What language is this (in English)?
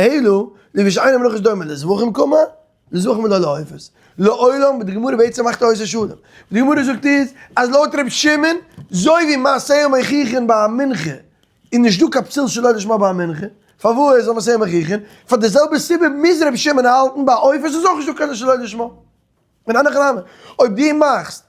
Yiddish